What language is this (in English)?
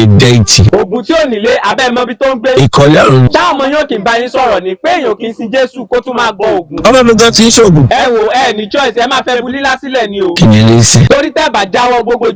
Yoruba